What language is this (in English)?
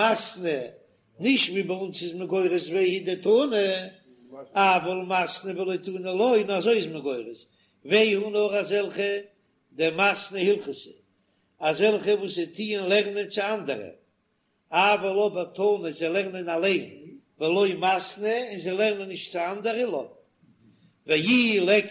Yiddish